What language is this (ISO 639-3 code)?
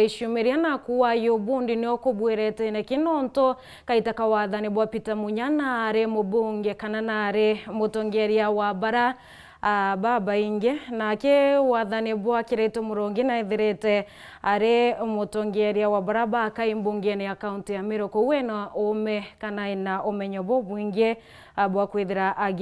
mer